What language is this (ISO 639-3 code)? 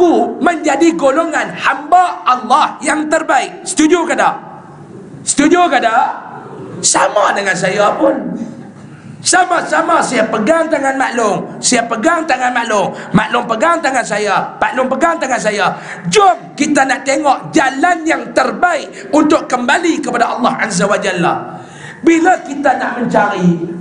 msa